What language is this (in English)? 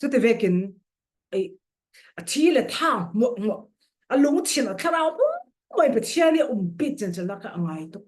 Falam Chin